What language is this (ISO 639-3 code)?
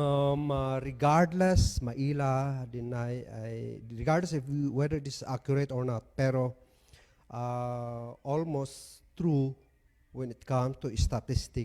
kne